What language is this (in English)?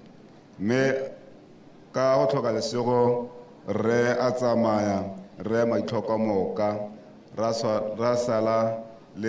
Tswana